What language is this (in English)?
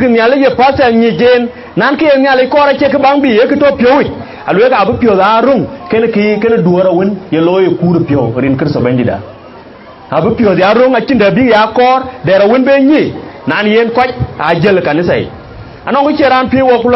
Dinka